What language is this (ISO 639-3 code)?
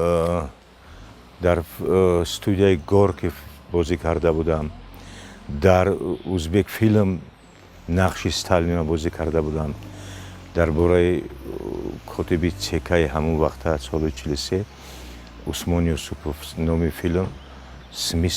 tgk